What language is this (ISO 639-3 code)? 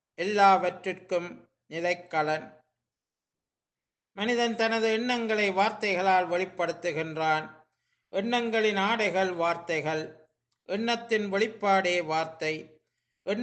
tam